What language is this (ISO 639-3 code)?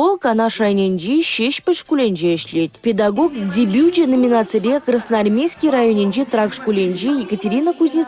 chv